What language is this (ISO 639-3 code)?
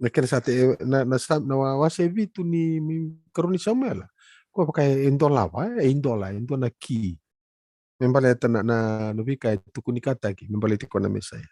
fij